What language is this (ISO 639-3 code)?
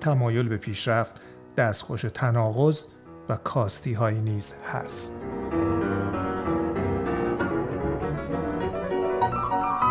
fas